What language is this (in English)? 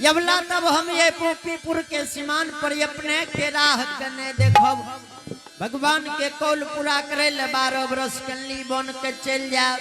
Angika